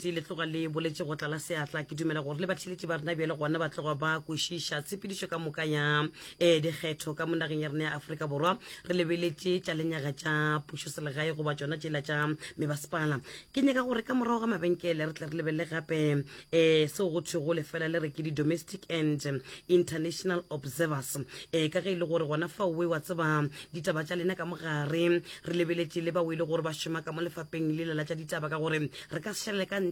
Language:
Northern Sotho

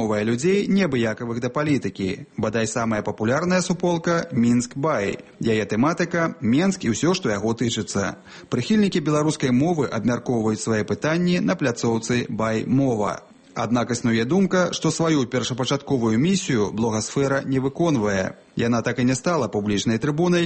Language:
Belarusian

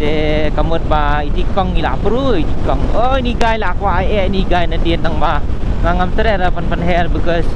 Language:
Khasi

